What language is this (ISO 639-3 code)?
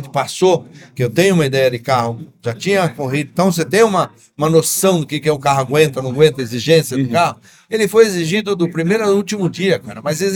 por